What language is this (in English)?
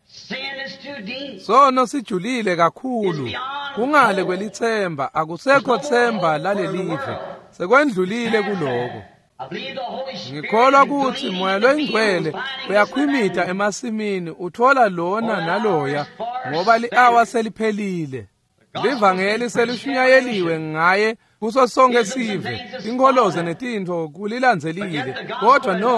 Swati